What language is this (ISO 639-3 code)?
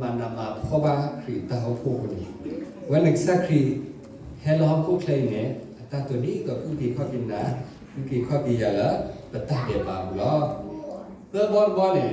ksw